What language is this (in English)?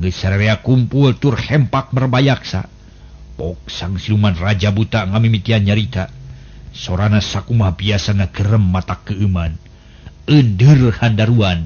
Sundanese